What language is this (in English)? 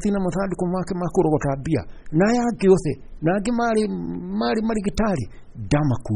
Kikuyu